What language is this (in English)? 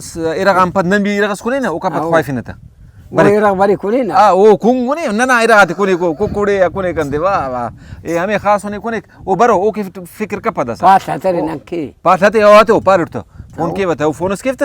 Brahui